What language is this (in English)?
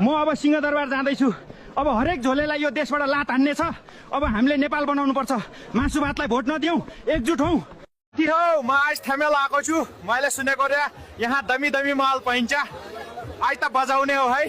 Nepali